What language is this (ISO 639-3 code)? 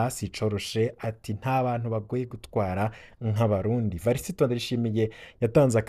run